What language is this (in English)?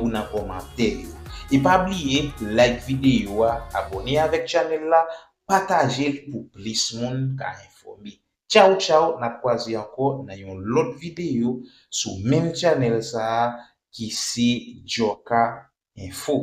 Haitian Creole